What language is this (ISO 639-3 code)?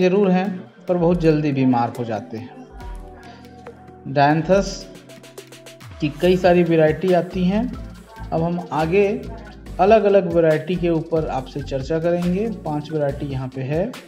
hin